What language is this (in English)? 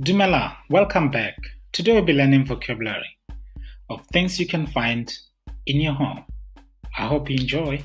Tswana